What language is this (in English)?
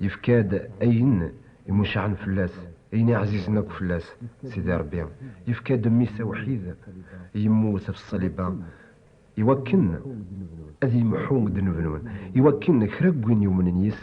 Kabyle